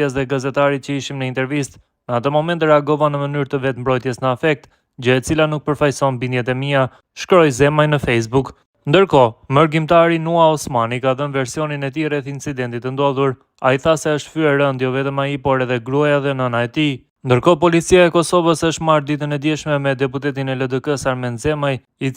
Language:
Albanian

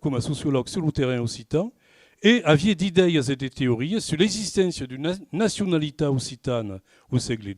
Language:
Occitan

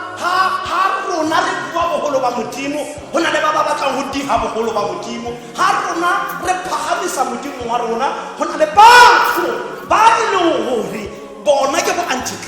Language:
Tswana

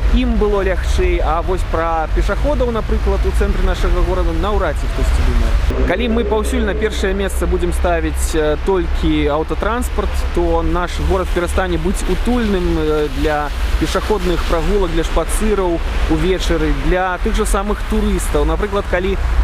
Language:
Belarusian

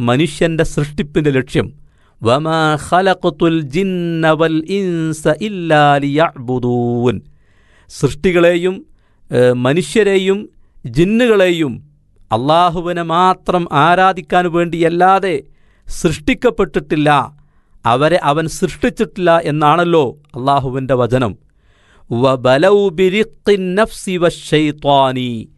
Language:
Malayalam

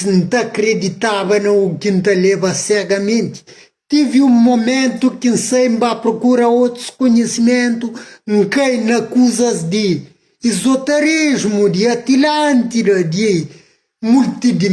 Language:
Kabuverdianu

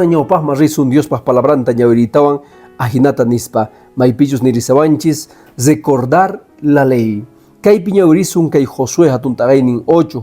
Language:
Quechua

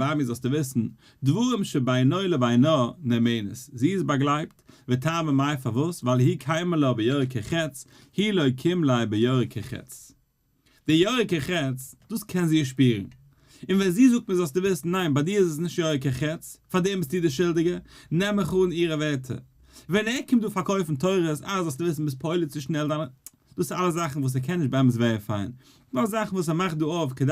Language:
Yiddish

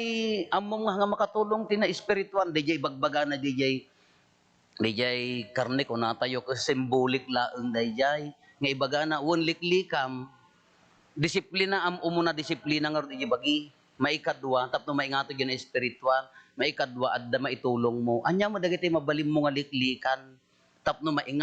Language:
Iloko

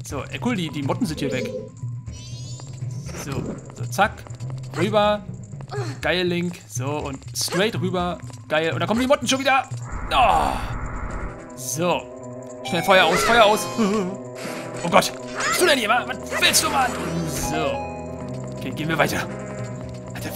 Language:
German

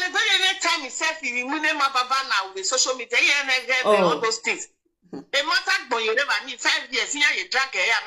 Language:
Nigerian Pidgin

